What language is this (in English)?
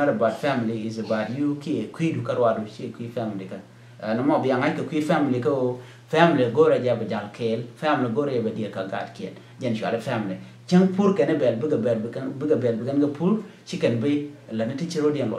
Nuer